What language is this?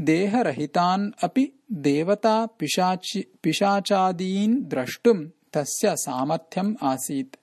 Sanskrit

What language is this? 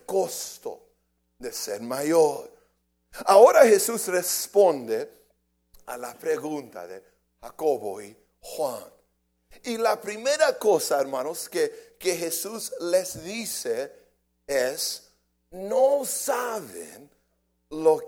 Spanish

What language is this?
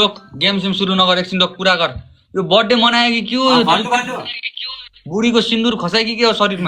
Nepali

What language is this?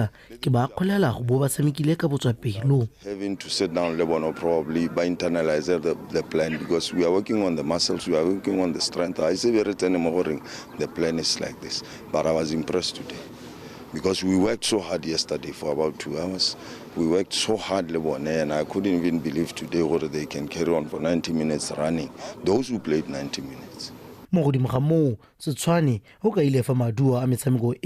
Tswana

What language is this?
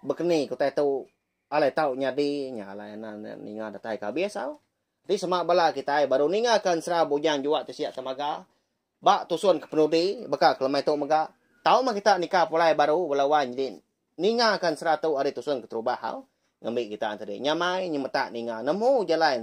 Iban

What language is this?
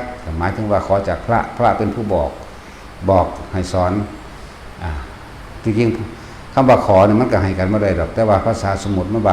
Northeastern Thai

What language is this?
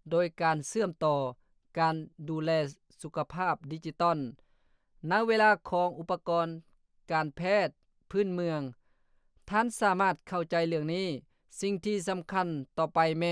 Lao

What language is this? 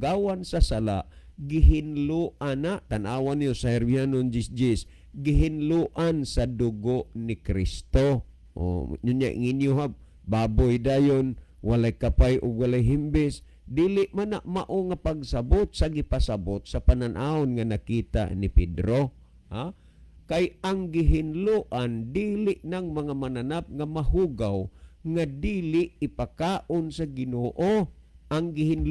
Cebuano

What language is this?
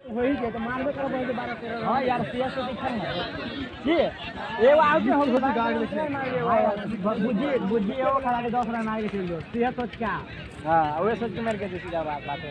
Maithili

